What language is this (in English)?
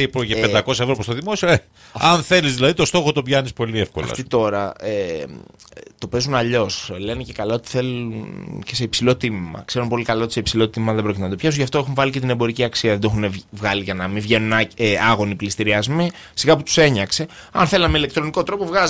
Greek